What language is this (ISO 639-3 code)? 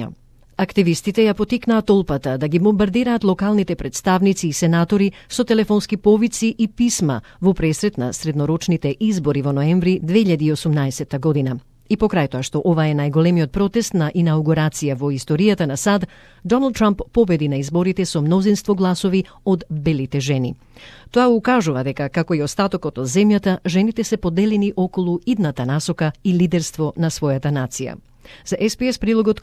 mkd